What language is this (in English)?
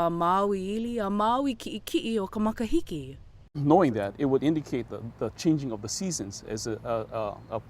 Hawaiian